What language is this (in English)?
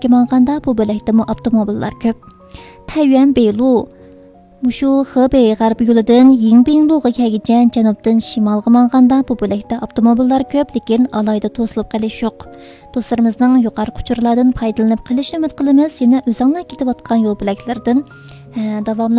Uyghur